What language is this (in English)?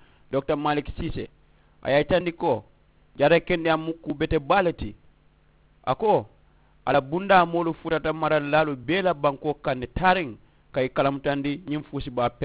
Mandingo